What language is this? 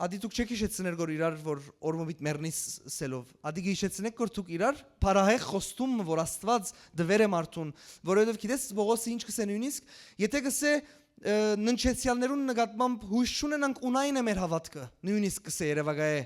Western Armenian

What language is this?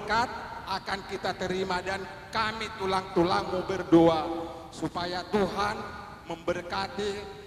Batak Toba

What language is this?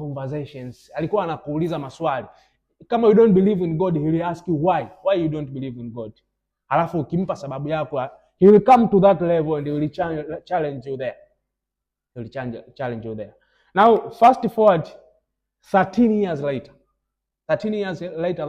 Swahili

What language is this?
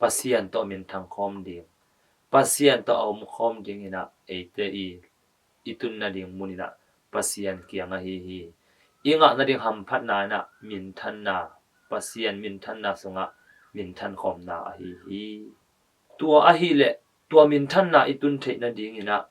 Tedim Chin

